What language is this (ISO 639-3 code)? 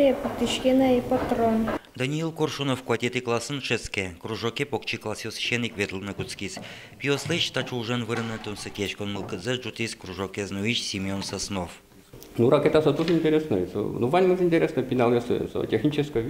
udm